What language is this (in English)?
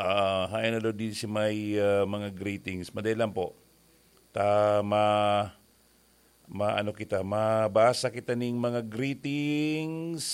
Bikol